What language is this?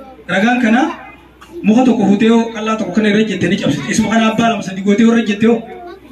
Oromo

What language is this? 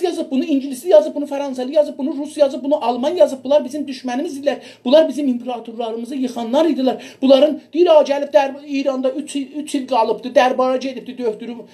South Azerbaijani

